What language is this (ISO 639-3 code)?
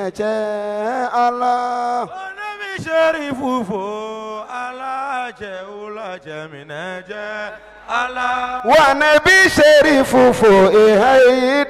bam